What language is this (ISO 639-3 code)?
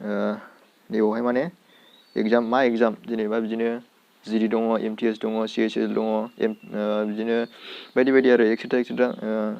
brx